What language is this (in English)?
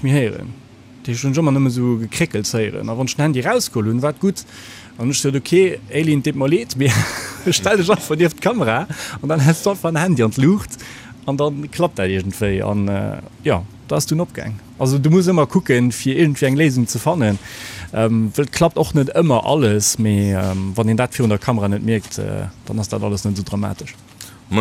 Luxembourgish